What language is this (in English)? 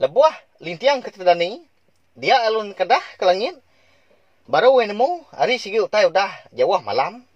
Iban